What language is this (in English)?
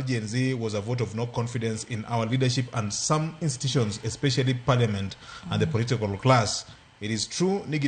Luo (Kenya and Tanzania)